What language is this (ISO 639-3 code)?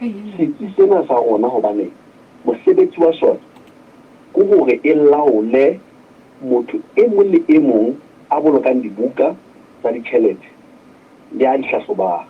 sot